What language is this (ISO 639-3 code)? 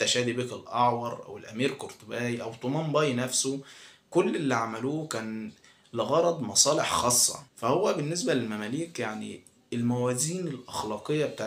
arz